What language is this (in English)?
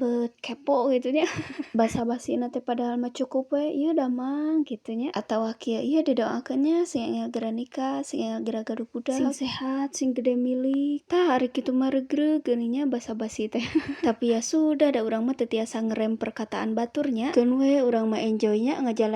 Sundanese